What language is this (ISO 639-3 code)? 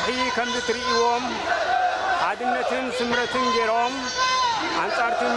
tir